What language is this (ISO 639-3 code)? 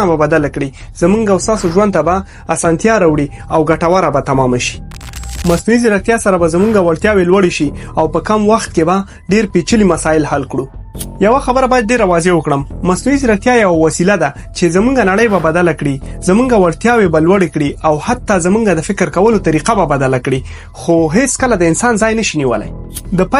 pus